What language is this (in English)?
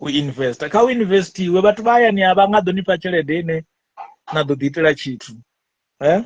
Venda